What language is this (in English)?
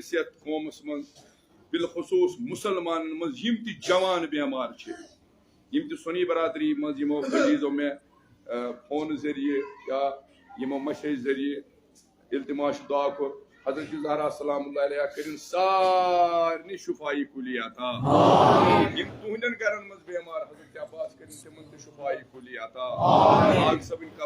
Kashmiri